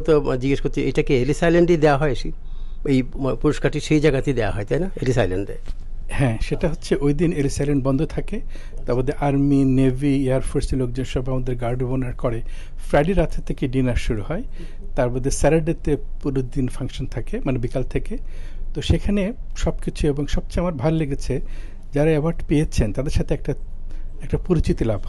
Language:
Bangla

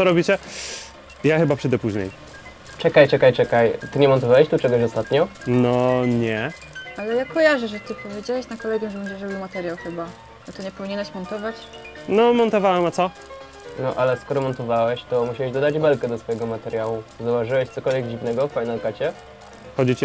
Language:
Polish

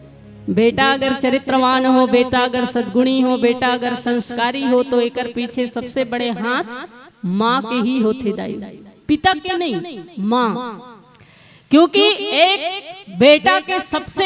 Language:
Chhattisgarhi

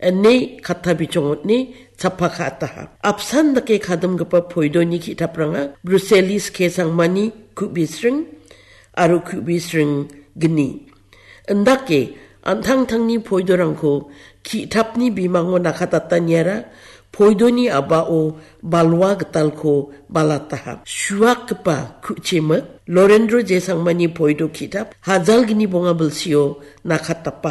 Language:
Garo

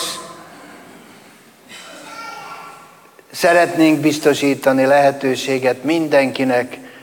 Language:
Hungarian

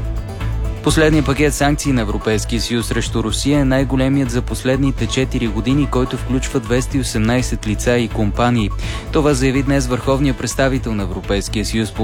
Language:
Bulgarian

